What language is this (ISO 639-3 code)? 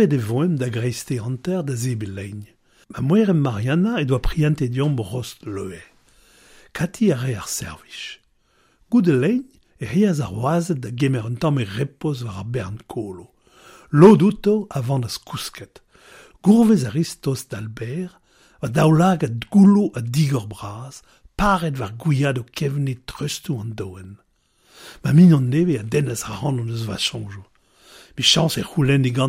bre